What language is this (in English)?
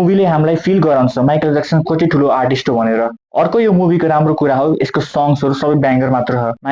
Nepali